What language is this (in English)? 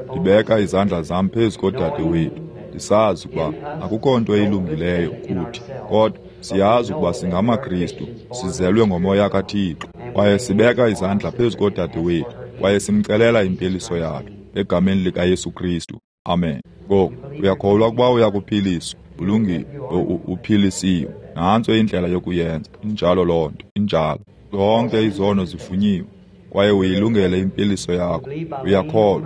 Xhosa